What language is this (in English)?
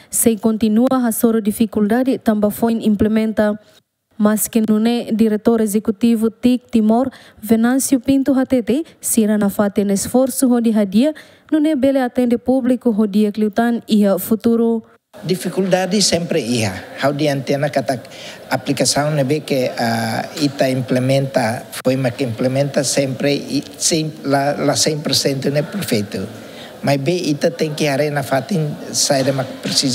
Tetum